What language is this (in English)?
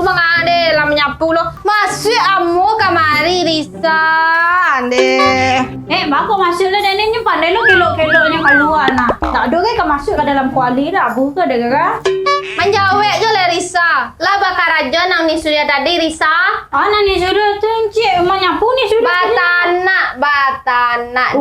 Minangkabau